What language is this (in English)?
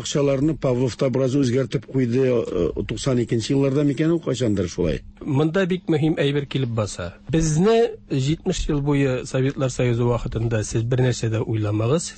Tatar